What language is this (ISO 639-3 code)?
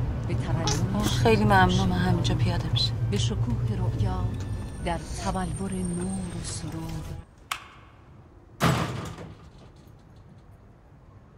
fas